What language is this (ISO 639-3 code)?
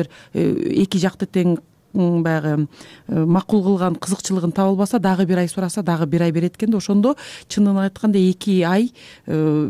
kir